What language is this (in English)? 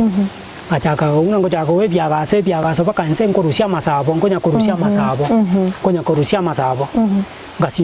Gusii